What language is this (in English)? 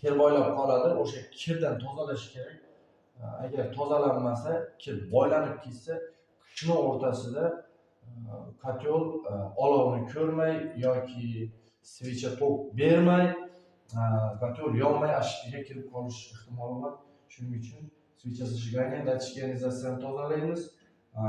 Uzbek